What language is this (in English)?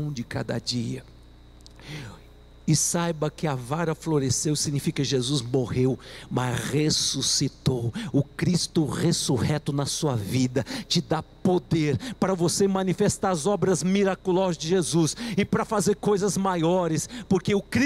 Portuguese